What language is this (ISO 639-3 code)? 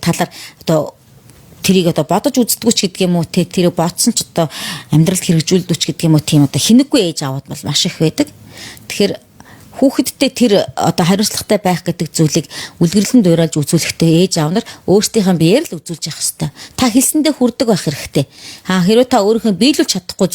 mon